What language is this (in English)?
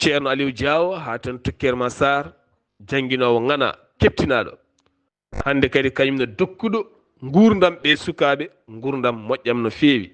Fula